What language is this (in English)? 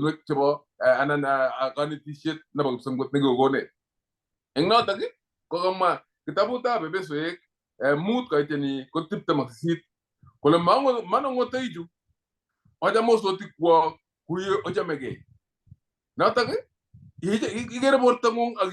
Kalenjin